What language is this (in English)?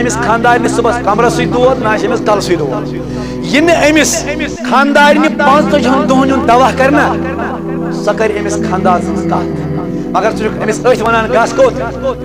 Kashmiri